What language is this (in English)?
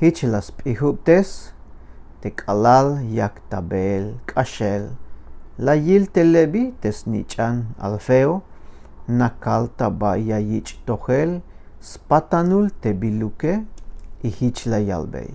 Tzeltal